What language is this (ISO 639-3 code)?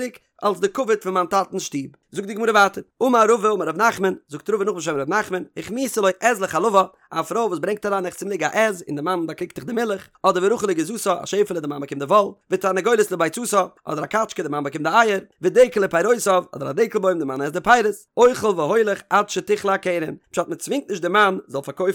yid